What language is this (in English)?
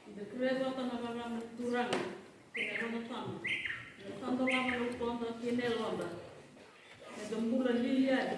Fijian